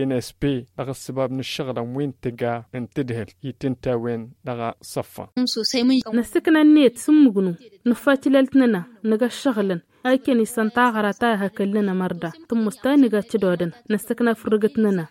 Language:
Tamasheq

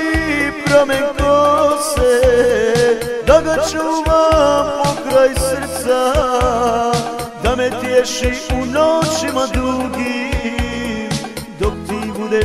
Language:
Croatian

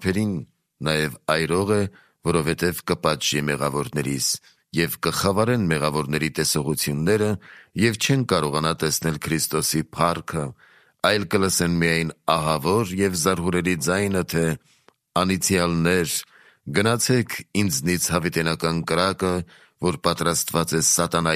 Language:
Armenian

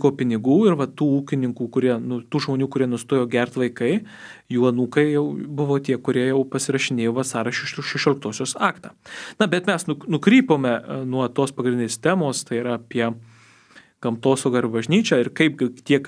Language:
Lithuanian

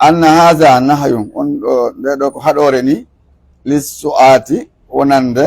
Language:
Pular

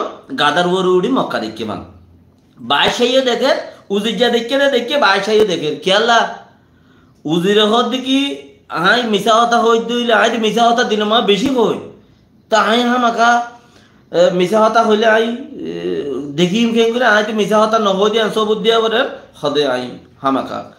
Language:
Rohingya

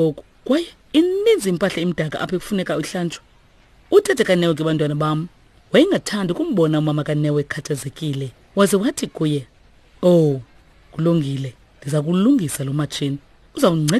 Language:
Xhosa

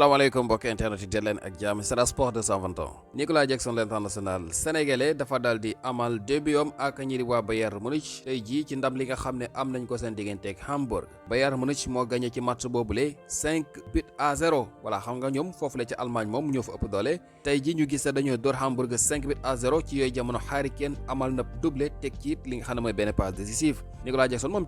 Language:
Wolof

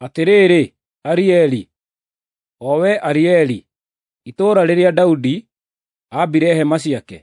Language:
Kikuyu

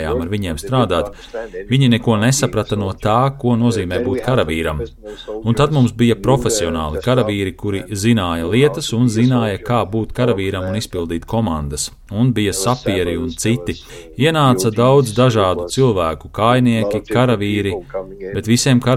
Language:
Latvian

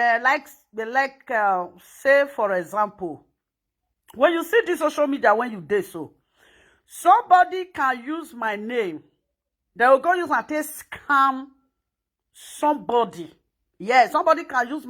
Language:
Nigerian Pidgin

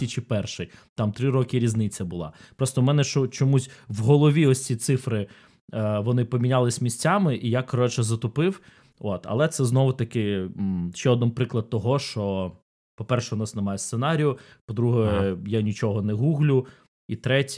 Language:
Ukrainian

